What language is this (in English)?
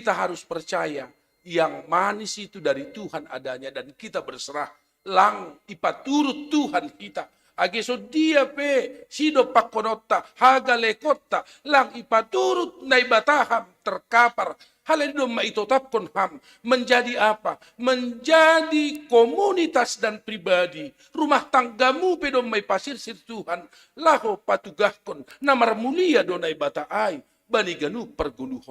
Batak Simalungun